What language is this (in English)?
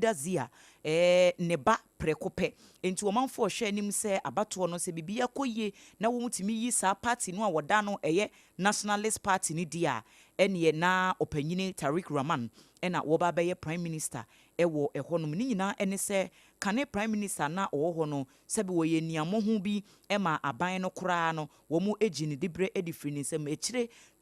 Akan